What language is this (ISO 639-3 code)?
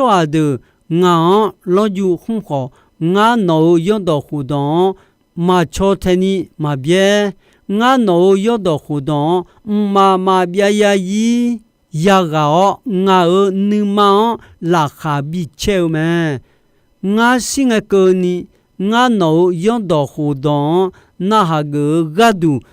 ahk